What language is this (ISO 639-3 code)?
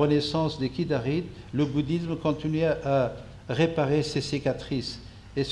fra